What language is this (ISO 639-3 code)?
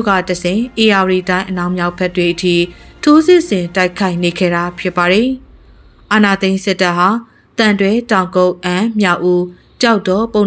mya